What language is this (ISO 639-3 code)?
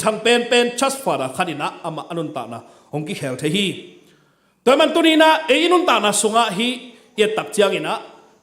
ctd